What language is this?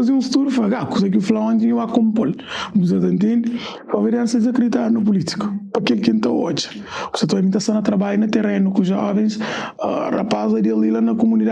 Kabuverdianu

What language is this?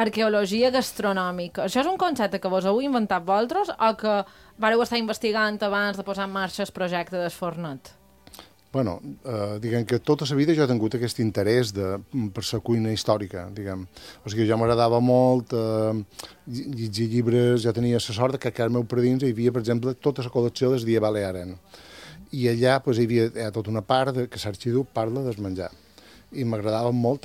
Catalan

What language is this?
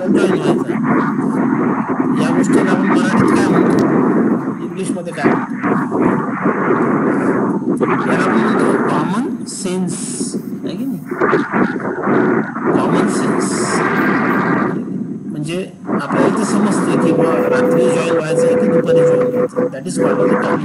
Marathi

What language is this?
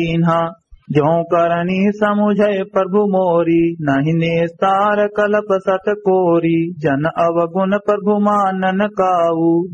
Awadhi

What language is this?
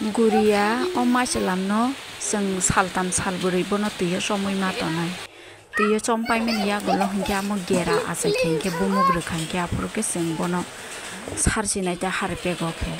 Kok Borok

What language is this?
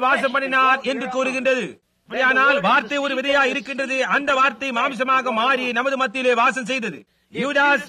Tamil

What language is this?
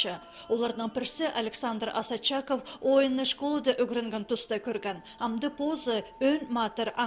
Khakas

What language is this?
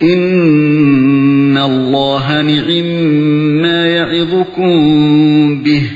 Uyghur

